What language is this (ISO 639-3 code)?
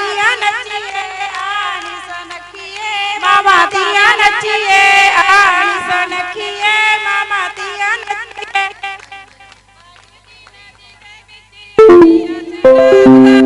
pan